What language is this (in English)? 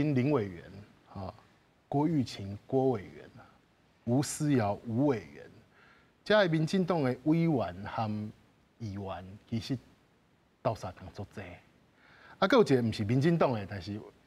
Min Nan Chinese